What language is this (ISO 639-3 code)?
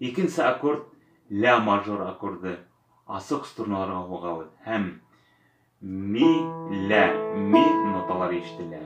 bak